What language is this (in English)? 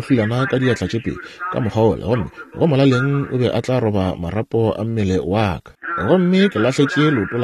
Northern Sotho